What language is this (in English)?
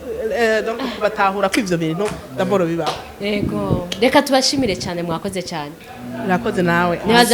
Rundi